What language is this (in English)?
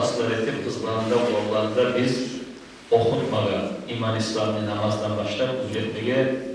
Kumyk